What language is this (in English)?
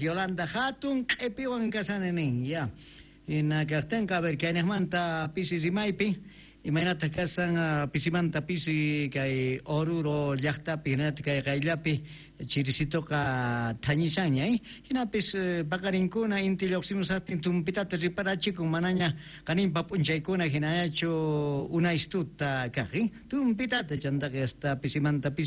Quechua